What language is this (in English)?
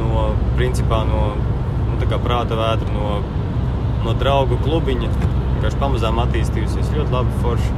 Latvian